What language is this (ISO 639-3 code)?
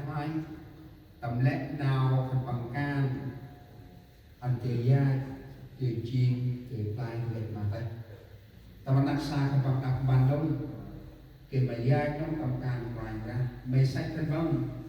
cmo